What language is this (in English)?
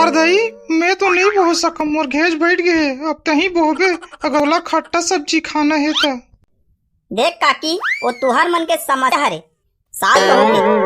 Chhattisgarhi